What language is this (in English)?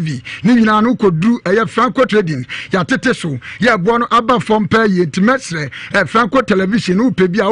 Akan